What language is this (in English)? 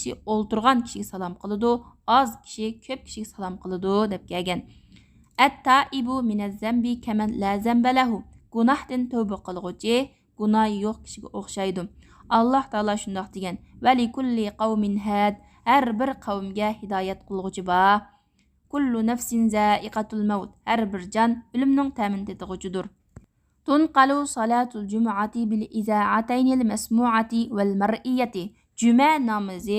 Uyghur